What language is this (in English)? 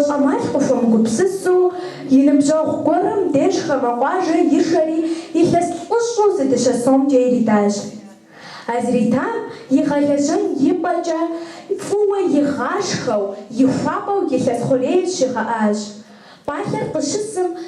Kabardian